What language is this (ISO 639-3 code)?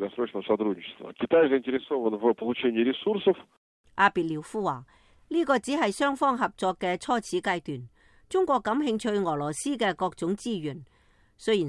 yue